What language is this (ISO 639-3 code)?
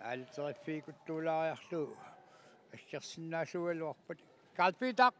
kal